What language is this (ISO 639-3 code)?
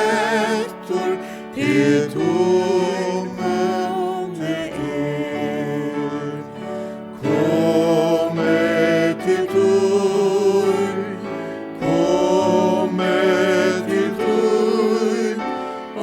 fao